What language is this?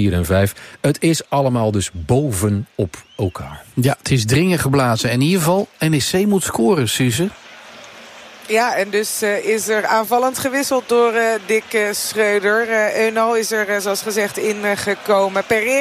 Dutch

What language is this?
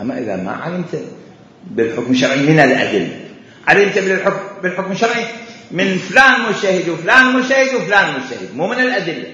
Mesopotamian Arabic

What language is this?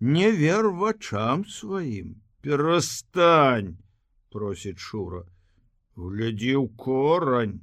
Belarusian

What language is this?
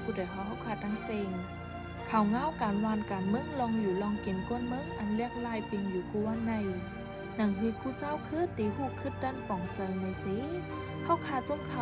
Shan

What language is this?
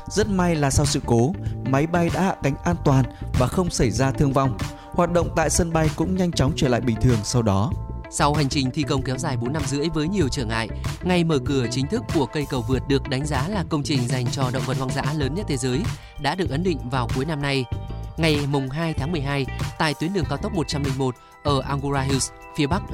Vietnamese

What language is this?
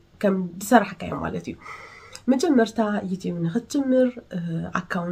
Tigrinya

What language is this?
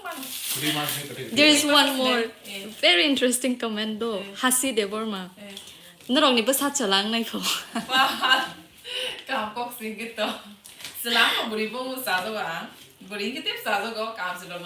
Kok Borok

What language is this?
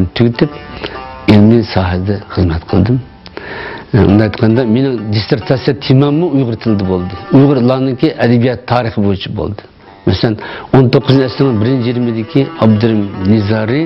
Uyghur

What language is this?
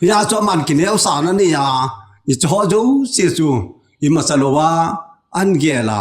Thado Chin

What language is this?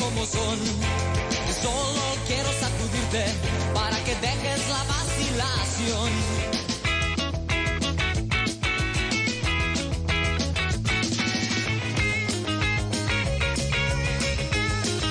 Spanish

